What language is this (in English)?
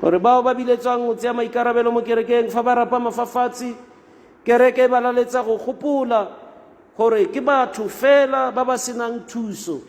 Tswana